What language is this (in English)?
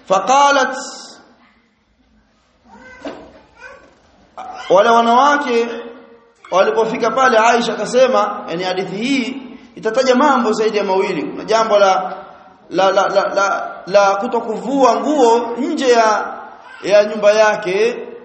Swahili